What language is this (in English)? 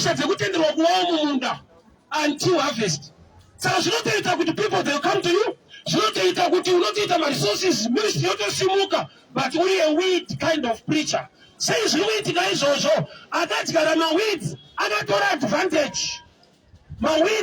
Shona